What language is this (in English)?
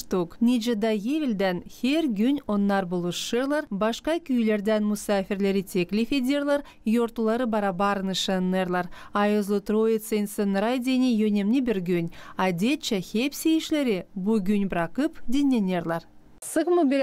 Gagauz